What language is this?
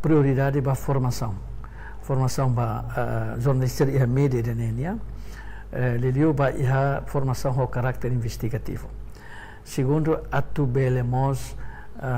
Tetum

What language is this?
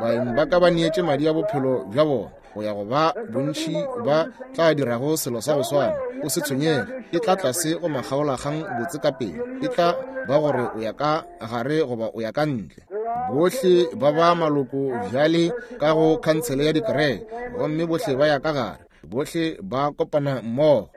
Northern Sotho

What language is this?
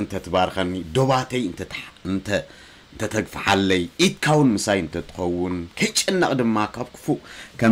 Tigrinya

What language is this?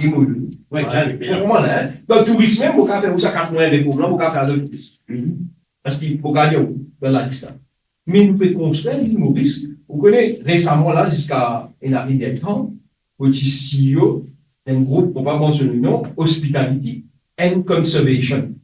Morisyen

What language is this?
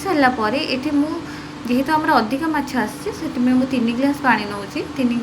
Odia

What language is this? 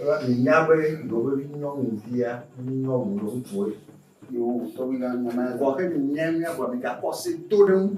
Ewe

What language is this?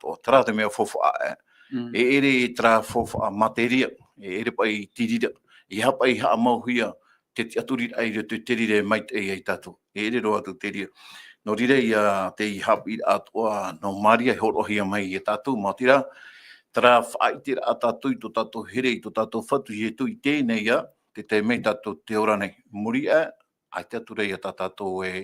Tahitian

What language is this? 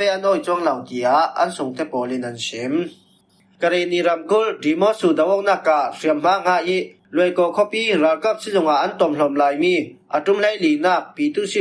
Falam Chin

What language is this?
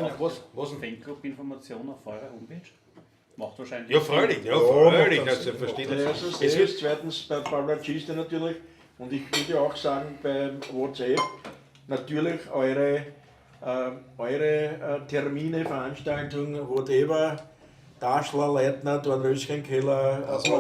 Bavarian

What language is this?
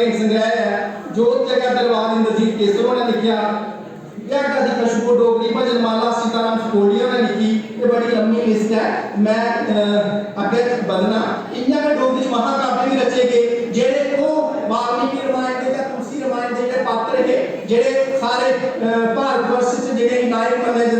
Dogri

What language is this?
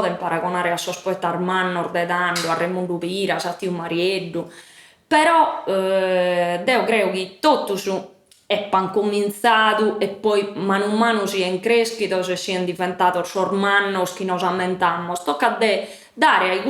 Sardinian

